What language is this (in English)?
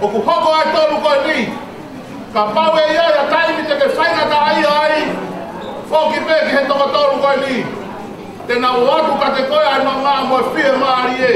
Tongan